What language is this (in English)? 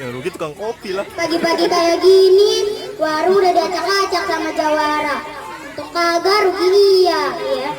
Betawi